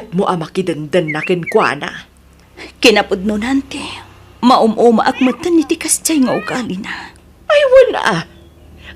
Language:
Iloko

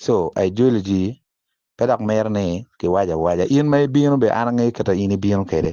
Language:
Acoli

